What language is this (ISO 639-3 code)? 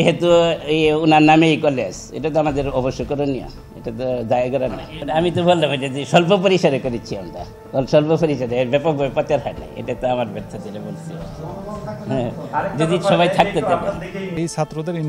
ben